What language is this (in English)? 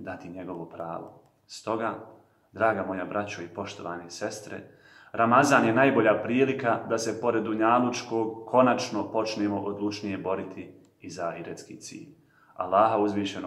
Bosnian